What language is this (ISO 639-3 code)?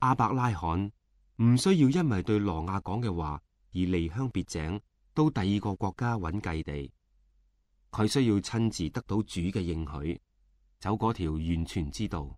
yue